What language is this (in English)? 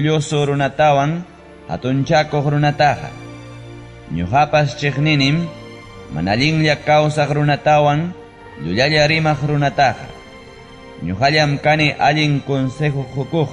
Ayacucho Quechua